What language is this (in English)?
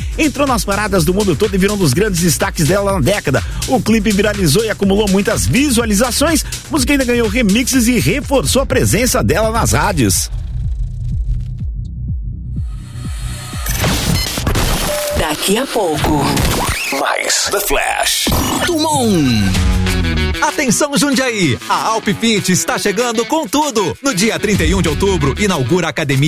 Portuguese